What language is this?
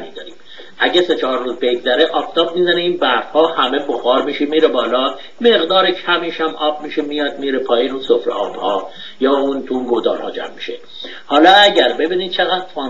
Persian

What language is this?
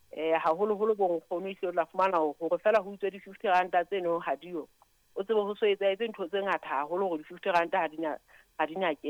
Southern Sotho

